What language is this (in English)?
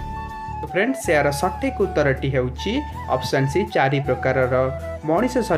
Odia